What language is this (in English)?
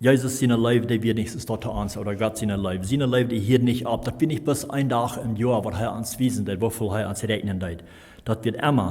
Plautdietsch